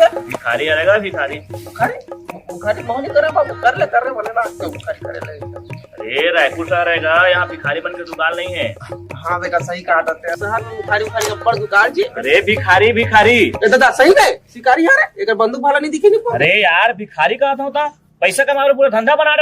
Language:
Chhattisgarhi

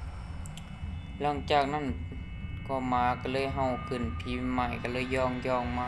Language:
Lao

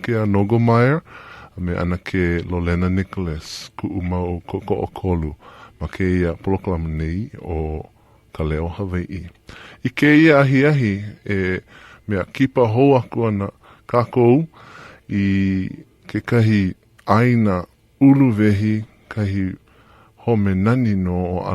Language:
Hawaiian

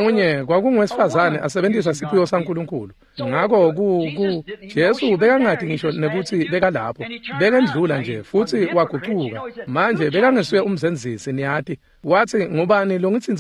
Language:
Swati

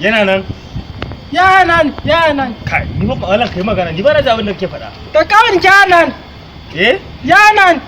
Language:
Hausa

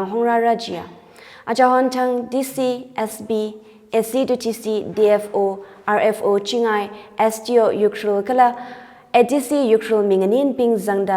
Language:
Tangkhul Naga (India)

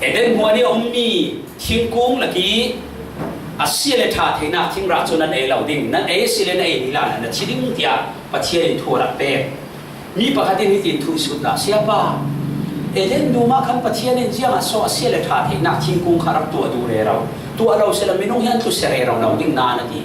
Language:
Falam Chin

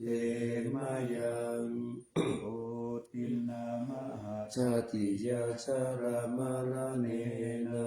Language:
Pali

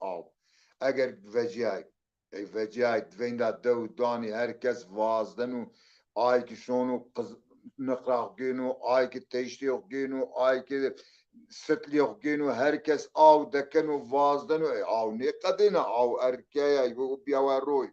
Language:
Zaza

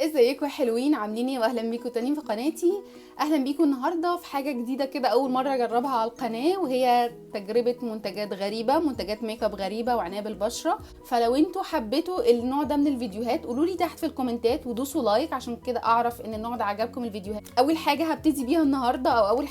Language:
Egyptian Arabic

